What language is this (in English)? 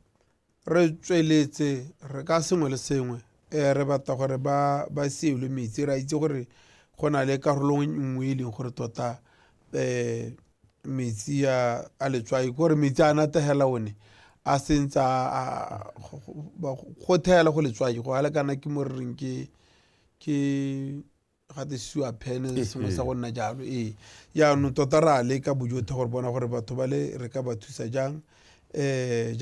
Tswana